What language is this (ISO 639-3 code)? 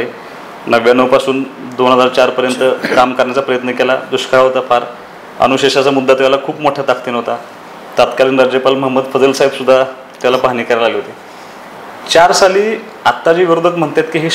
mar